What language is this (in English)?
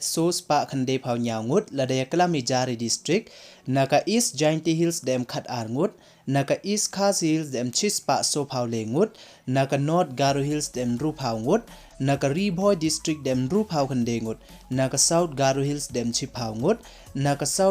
Pnar